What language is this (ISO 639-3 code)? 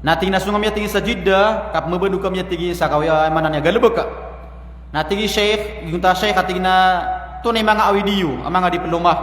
mrw